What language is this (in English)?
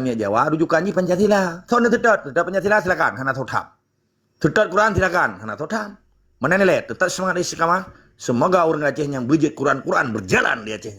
Achinese